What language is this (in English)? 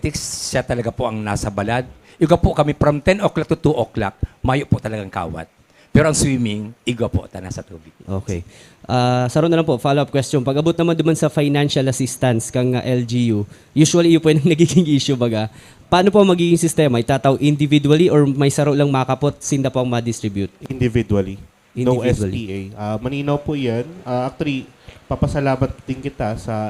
Bikol